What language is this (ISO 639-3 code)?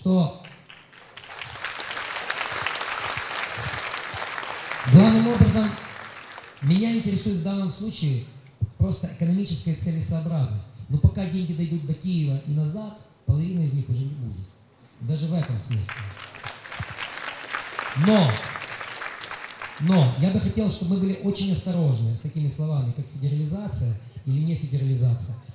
rus